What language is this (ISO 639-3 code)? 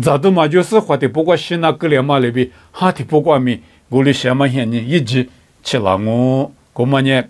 lis